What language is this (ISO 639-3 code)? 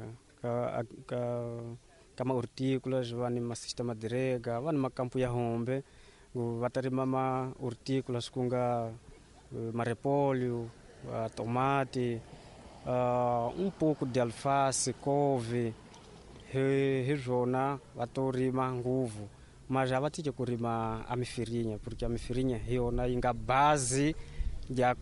tso